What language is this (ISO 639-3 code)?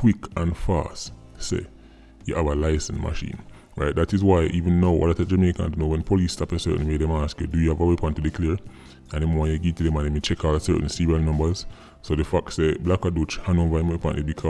jam